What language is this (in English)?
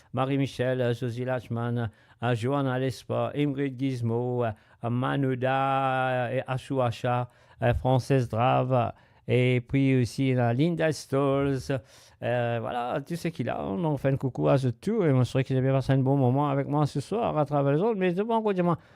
Morisyen